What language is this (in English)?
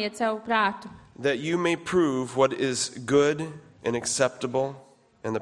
Latvian